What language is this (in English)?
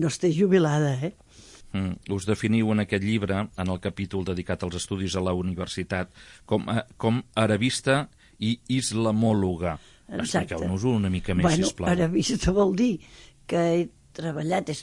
Catalan